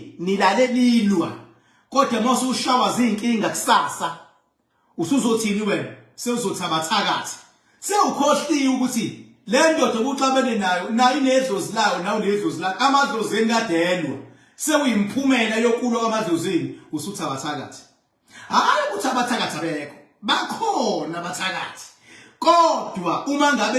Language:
Zulu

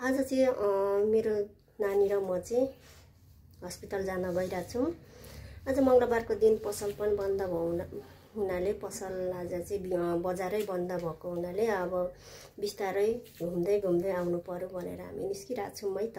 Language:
Nepali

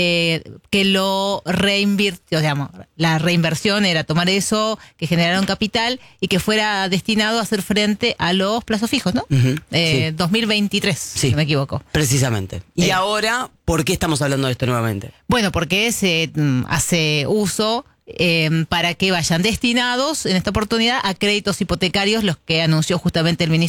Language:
Spanish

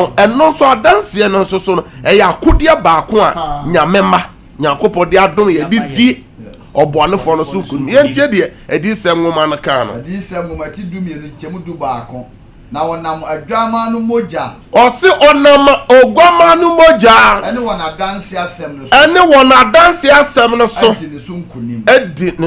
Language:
Akan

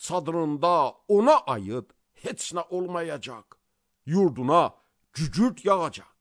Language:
Azerbaijani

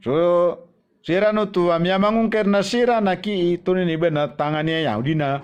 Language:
Maranao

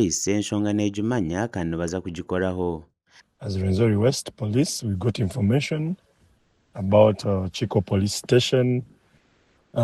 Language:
Nyankole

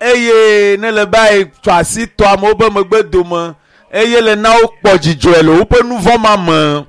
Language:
Ewe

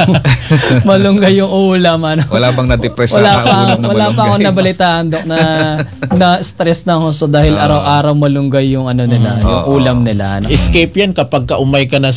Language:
Filipino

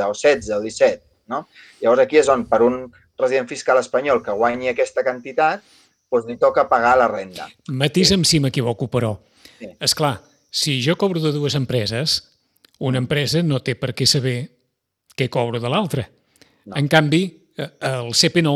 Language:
Catalan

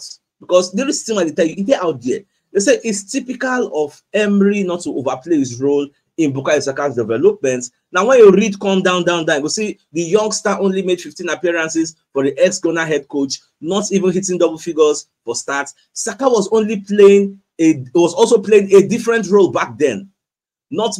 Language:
Nigerian Pidgin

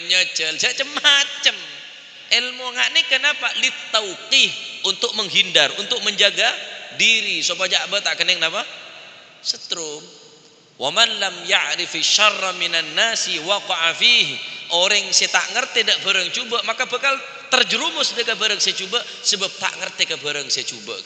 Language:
Madurese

